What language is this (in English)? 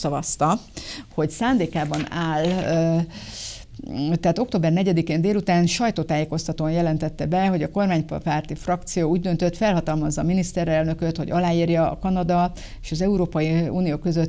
Hungarian